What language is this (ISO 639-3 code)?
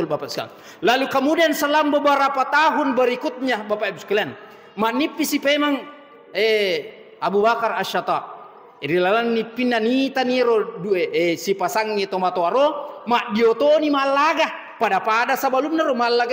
bug